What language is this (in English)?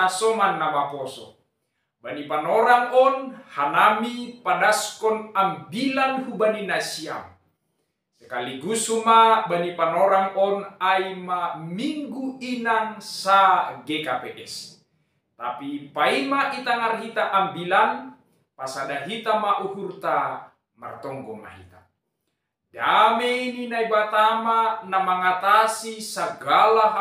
Batak Simalungun